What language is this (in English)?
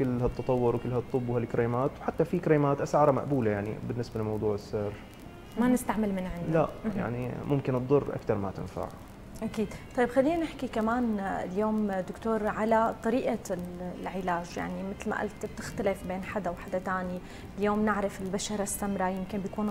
North Levantine Arabic